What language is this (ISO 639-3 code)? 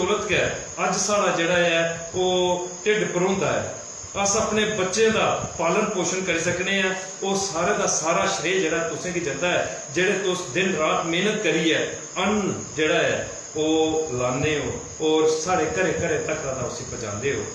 doi